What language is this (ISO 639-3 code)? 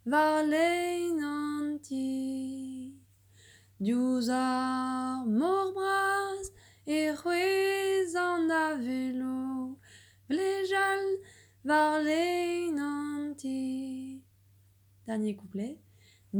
bre